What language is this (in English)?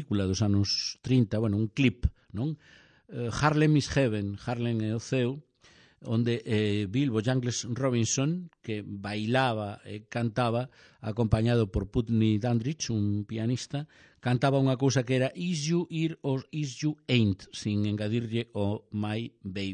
Galician